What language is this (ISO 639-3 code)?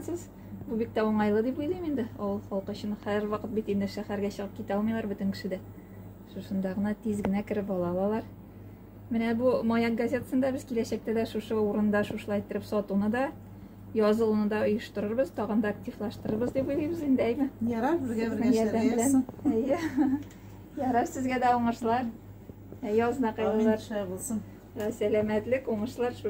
tat